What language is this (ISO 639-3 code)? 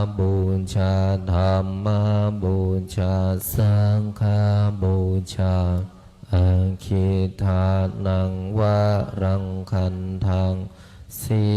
pli